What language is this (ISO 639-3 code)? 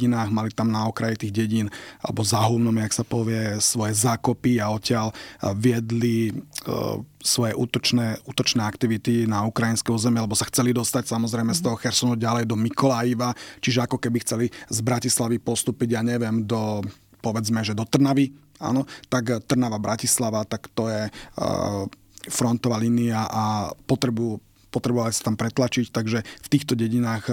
slk